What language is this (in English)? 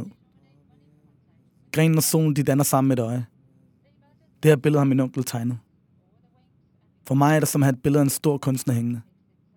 Danish